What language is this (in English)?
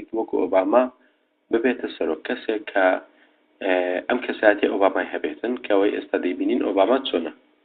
Central Kurdish